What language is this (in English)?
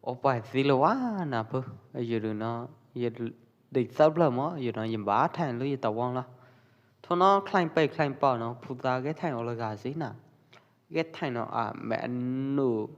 Pwo Eastern Karen